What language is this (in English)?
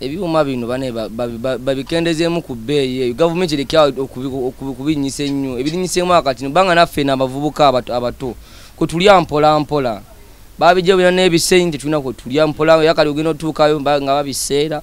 Ganda